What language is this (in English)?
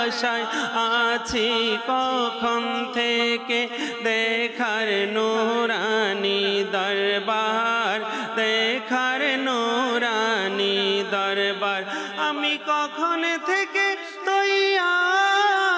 Bangla